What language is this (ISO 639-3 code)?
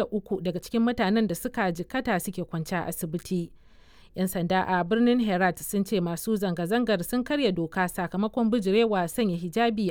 hau